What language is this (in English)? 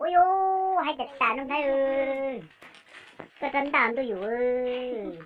Hmong